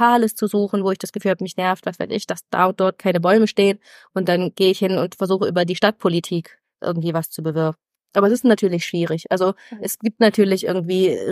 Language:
German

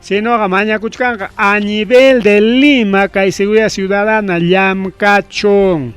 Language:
Ayacucho Quechua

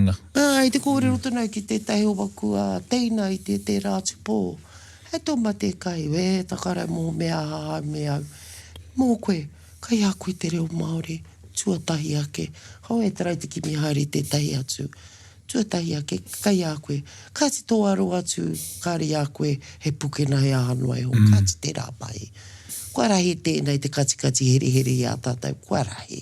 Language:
Māori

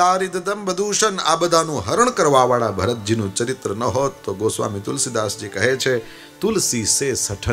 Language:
Gujarati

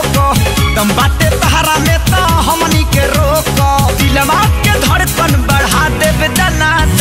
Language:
Bhojpuri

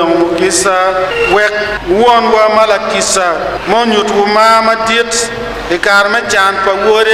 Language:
Acoli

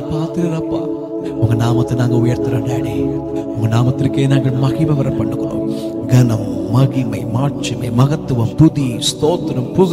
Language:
Tamil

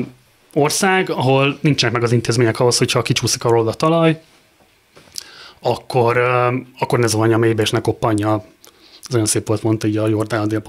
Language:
Hungarian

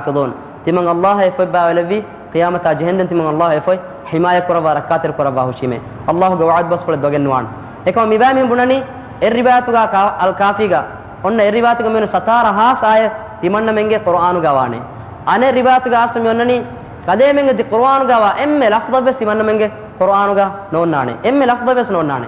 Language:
Divehi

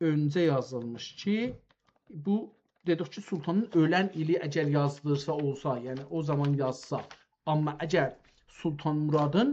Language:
South Azerbaijani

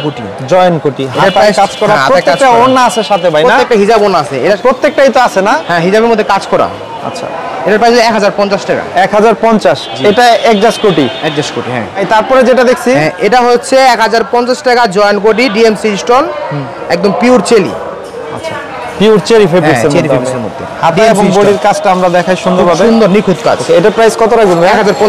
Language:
Bangla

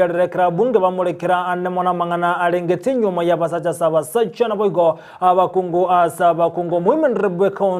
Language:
Gusii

